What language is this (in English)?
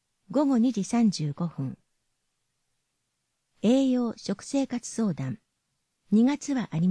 Japanese